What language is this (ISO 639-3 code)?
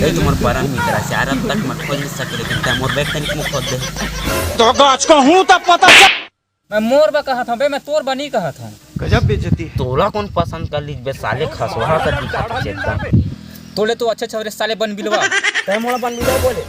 hne